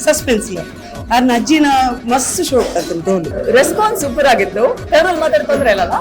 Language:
Tulu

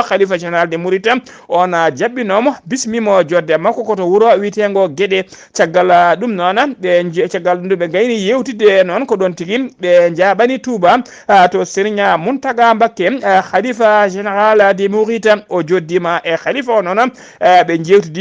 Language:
Fula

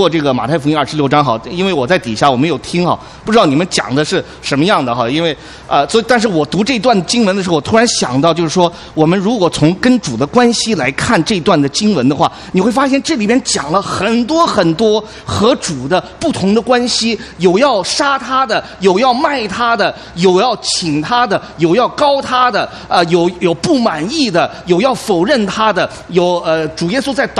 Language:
Chinese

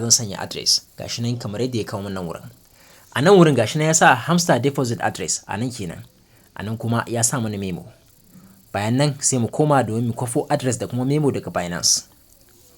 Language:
Hausa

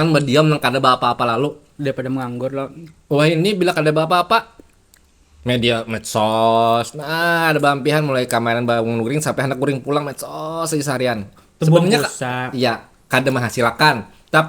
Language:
Banjar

